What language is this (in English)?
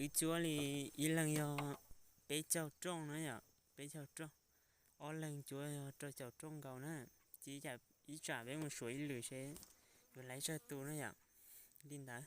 Hmong